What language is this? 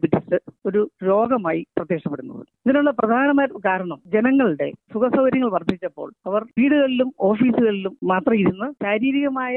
Malayalam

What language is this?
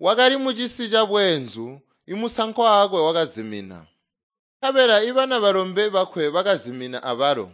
Tonga (Zambia)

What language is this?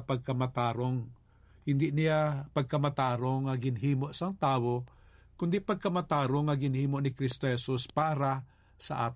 Hiligaynon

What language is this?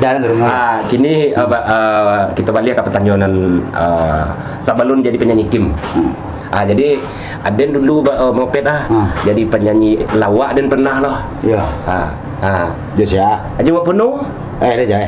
Minangkabau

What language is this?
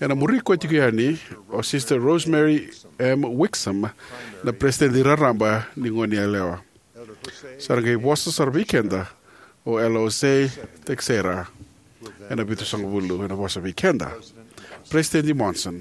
Fijian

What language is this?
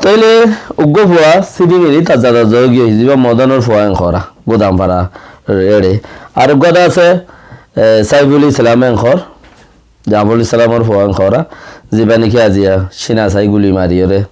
Rohingya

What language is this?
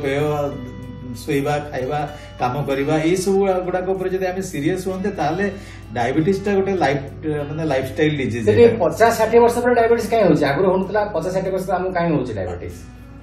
Odia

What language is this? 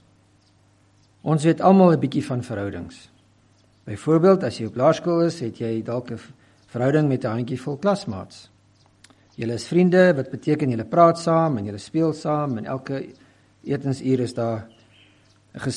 Afrikaans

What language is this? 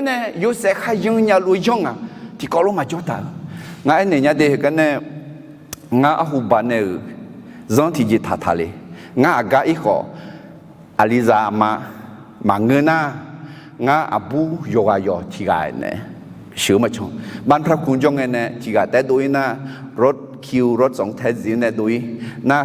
Akha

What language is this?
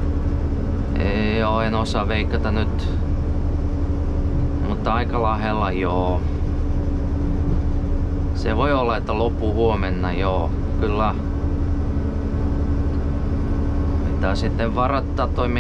Finnish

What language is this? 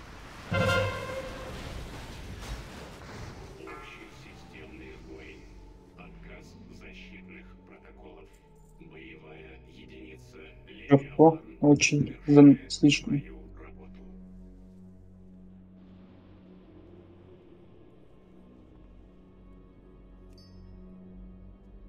Russian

